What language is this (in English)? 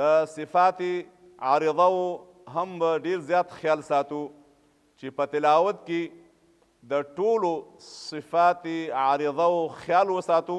Pashto